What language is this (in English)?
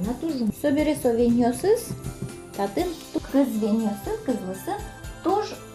Udmurt